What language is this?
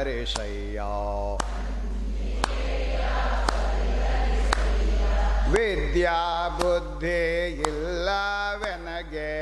Kannada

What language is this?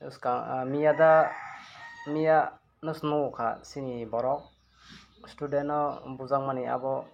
Kok Borok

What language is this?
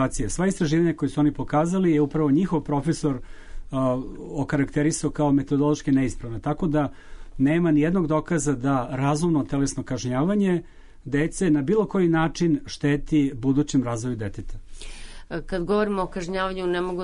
Serbian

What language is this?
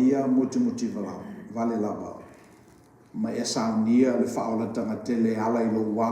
Samoan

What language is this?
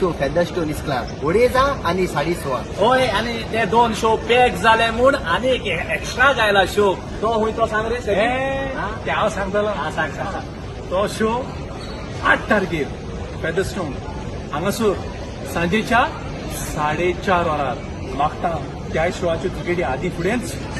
Konkani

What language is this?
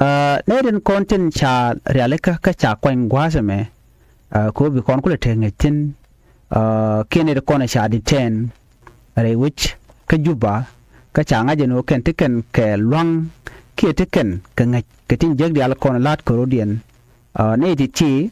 Nuer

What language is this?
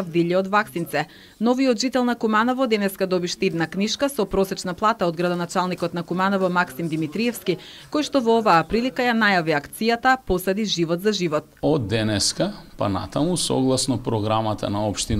Macedonian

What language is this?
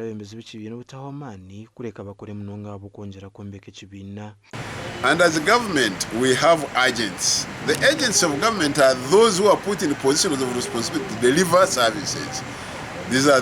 Nyankole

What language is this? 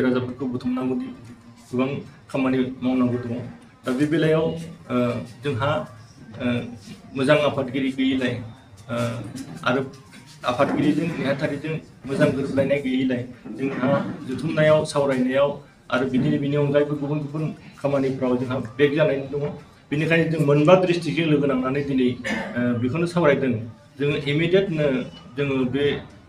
Bodo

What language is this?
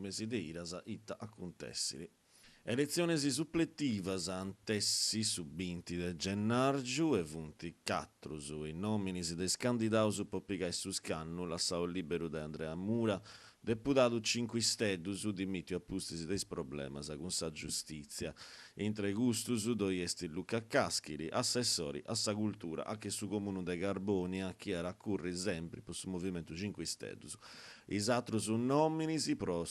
Sardinian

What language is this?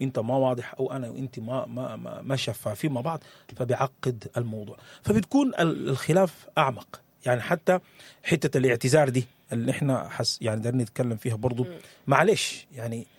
Sudanese Arabic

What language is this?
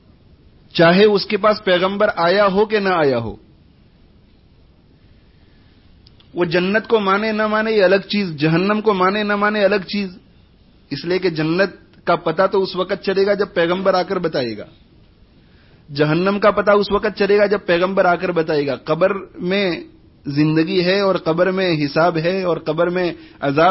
Urdu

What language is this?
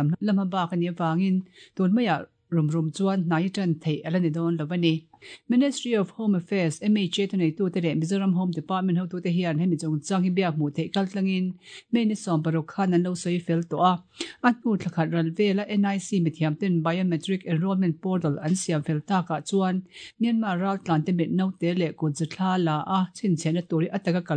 Mizo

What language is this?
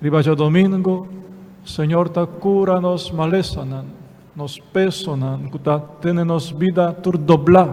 Papiamento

